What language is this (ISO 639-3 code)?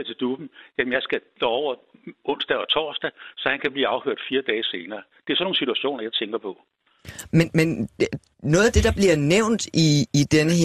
dan